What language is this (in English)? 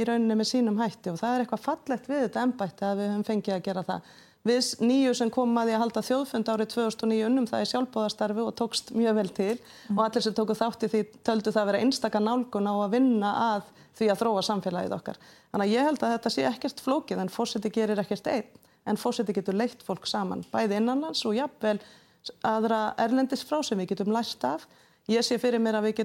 Icelandic